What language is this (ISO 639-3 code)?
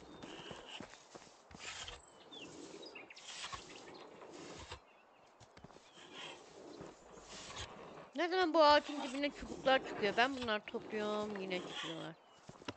tur